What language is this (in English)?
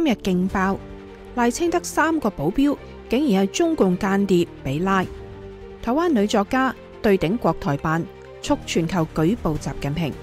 Cantonese